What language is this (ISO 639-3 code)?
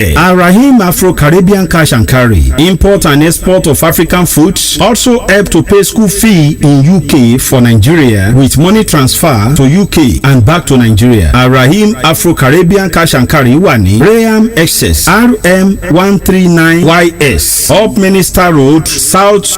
yor